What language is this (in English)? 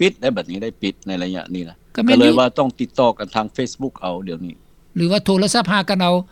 Lao